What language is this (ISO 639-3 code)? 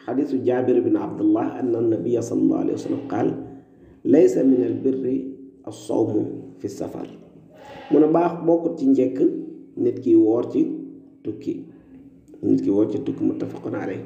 wol